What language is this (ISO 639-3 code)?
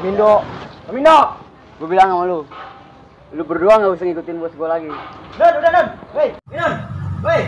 bew